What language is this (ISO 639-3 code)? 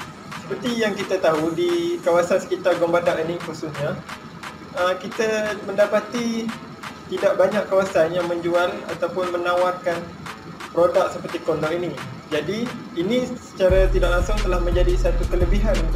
msa